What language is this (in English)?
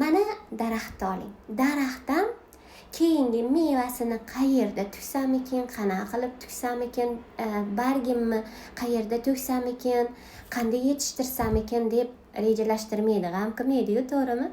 Uzbek